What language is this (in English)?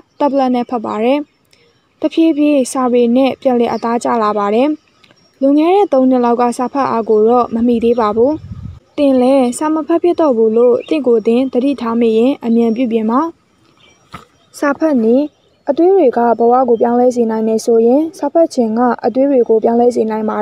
Burmese